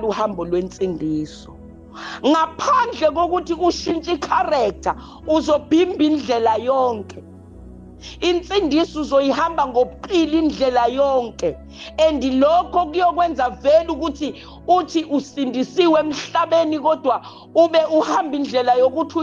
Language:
Zulu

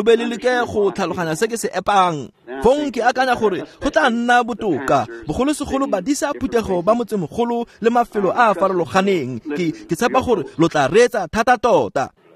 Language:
Tswana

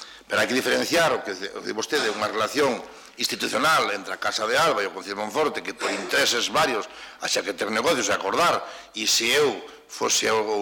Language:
Galician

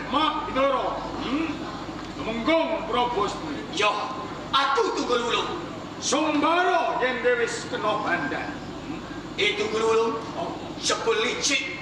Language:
Javanese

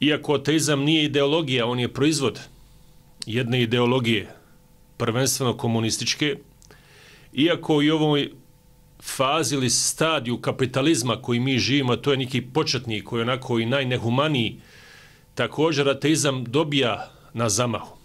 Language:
Bosnian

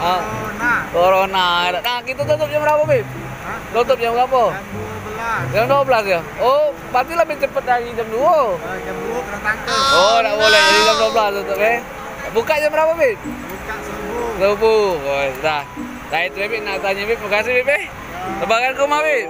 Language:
Musi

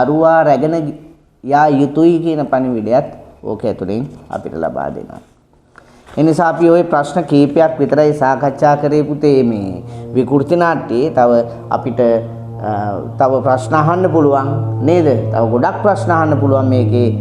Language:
Sinhala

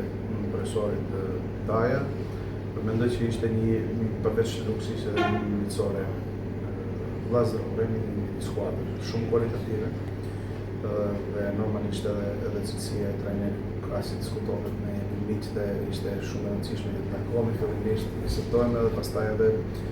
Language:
Albanian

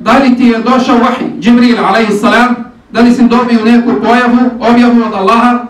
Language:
Bosnian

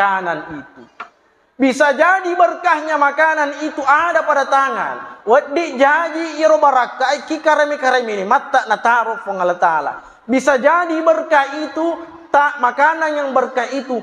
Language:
Buginese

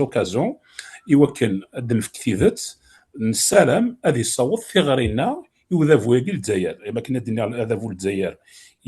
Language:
Kabyle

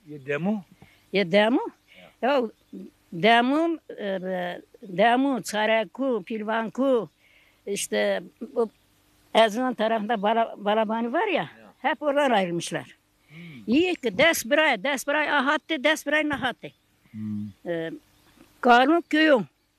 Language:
Zaza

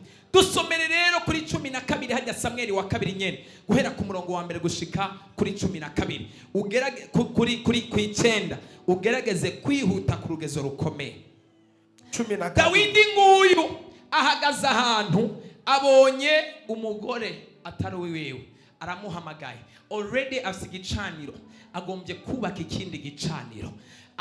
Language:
Rundi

